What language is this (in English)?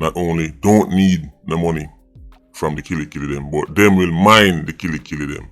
Jamaican Creole English